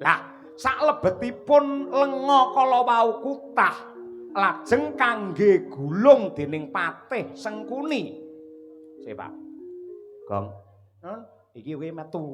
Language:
Javanese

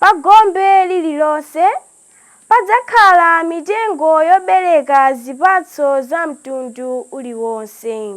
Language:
Nyanja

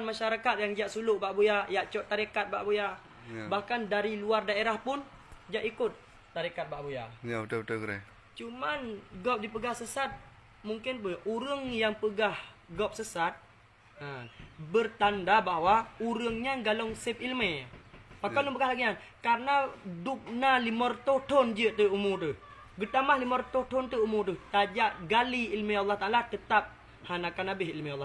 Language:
Achinese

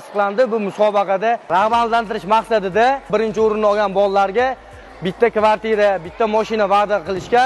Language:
Uzbek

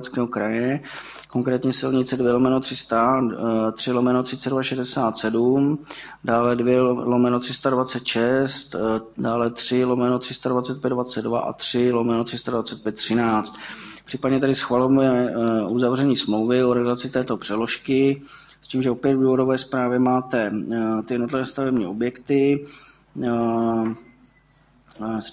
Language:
Czech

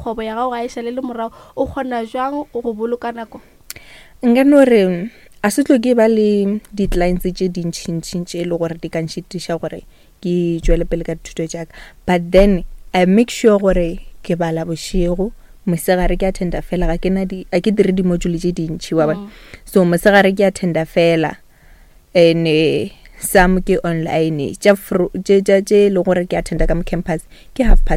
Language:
Northern Sotho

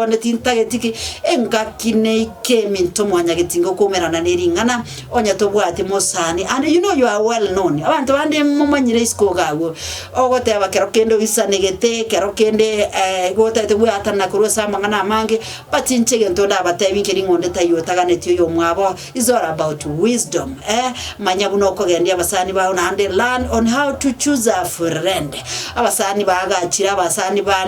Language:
Gusii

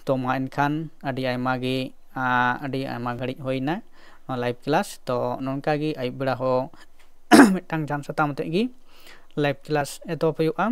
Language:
Santali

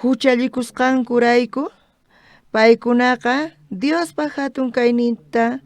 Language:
South Bolivian Quechua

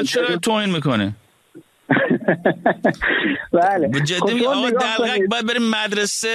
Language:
Persian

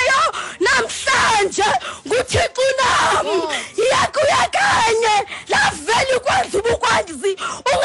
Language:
Xhosa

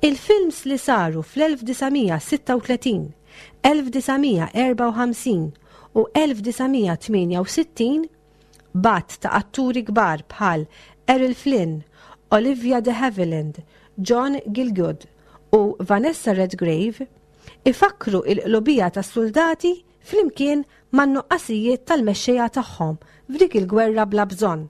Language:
Maltese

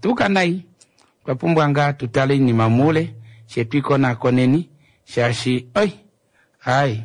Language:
Kuanyama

